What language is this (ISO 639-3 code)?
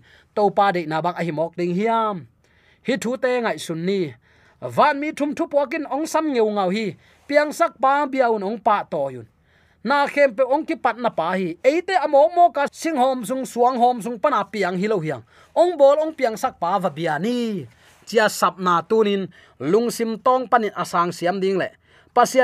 ctd